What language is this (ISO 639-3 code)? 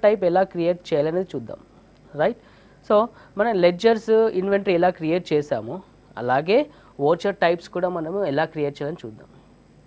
tel